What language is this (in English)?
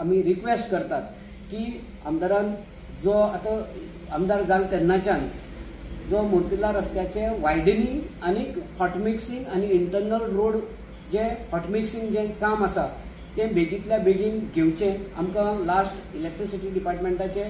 Konkani